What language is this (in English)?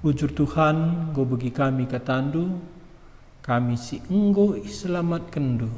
Batak Karo